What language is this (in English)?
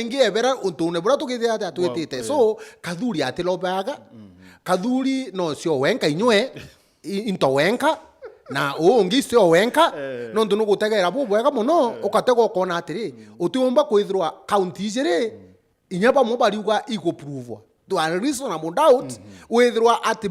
Meru